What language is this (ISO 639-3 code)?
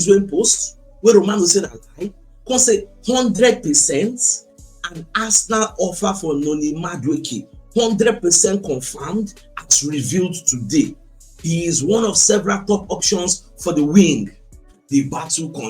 pcm